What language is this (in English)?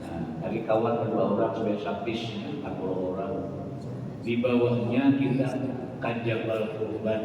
Banjar